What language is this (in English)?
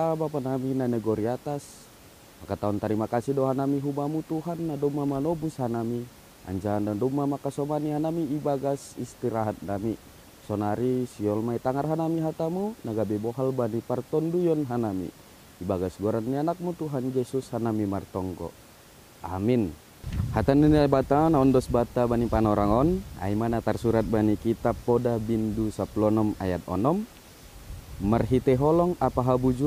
Batak Simalungun